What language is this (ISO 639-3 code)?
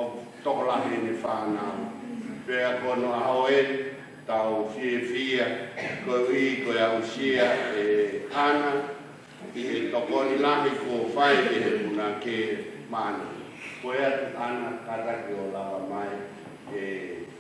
ton